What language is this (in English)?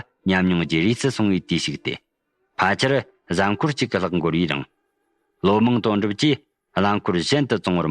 Tibetan